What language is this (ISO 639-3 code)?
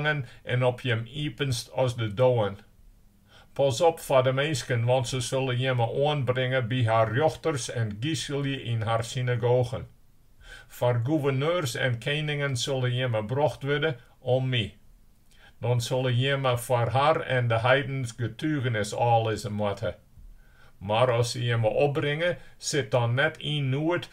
fry